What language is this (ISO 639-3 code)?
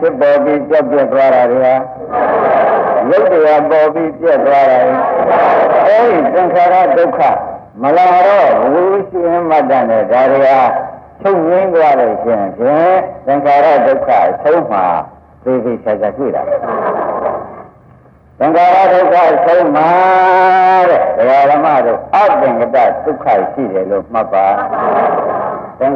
mya